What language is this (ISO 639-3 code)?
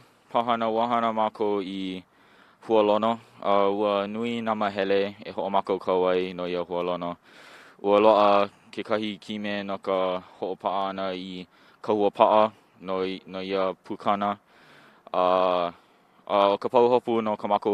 haw